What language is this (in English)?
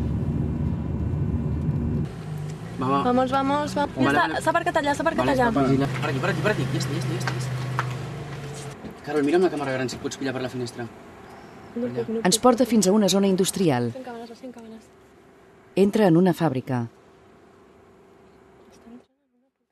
Catalan